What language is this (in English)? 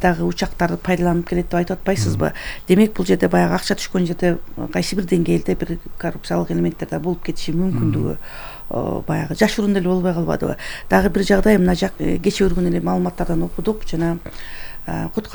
Kyrgyz